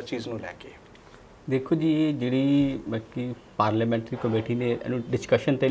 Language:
Punjabi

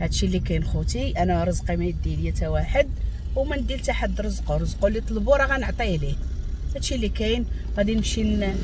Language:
Moroccan Arabic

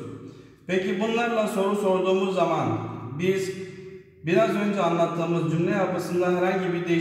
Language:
Turkish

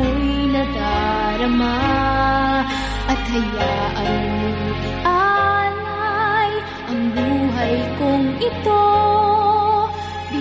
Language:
Filipino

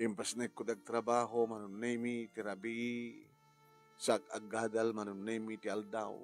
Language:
Iloko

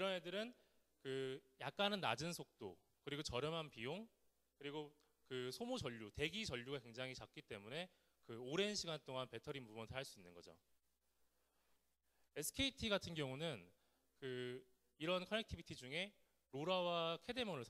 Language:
Korean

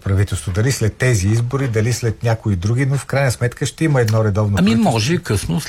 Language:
Bulgarian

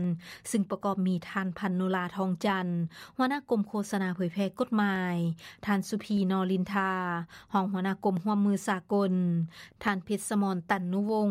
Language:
Lao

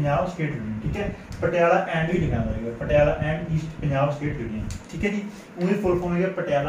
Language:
Punjabi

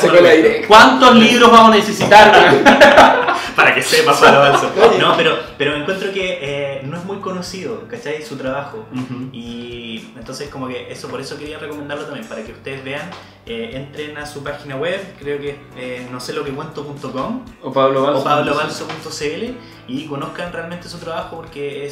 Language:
Spanish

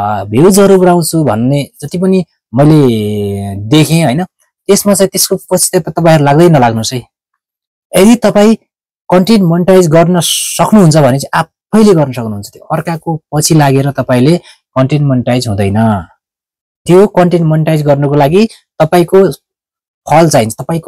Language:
Nepali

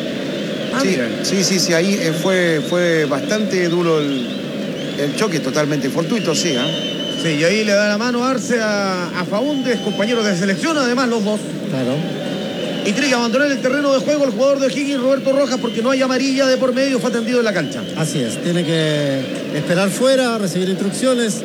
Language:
Spanish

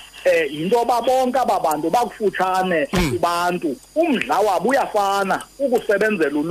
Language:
Xhosa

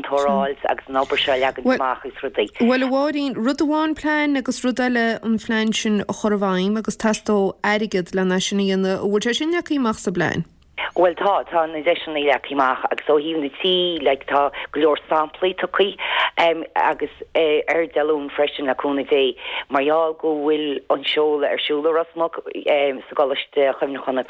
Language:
Irish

